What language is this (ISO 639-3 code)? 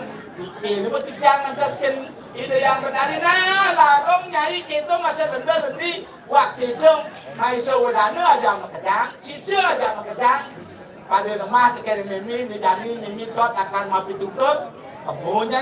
ban